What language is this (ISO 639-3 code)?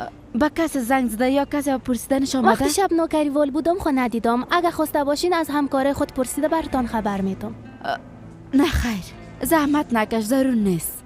fas